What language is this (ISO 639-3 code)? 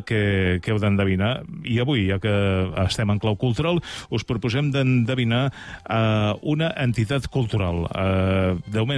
cat